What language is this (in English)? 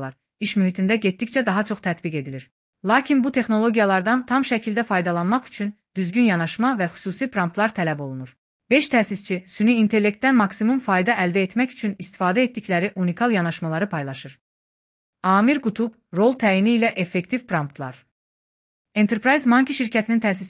Azerbaijani